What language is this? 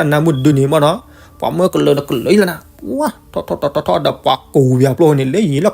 S'gaw Karen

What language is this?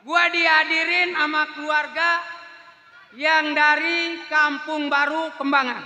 Betawi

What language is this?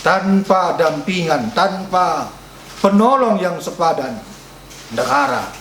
Batak Karo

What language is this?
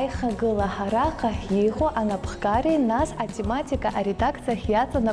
Abkhazian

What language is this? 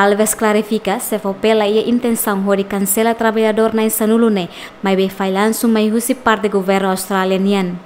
Tetum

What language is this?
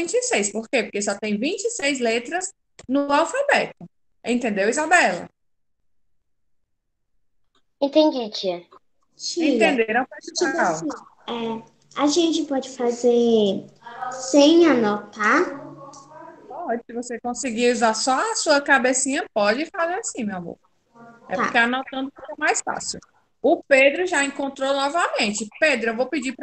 Portuguese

